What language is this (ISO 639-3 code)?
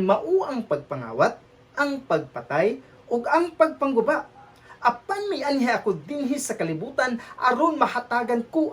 ceb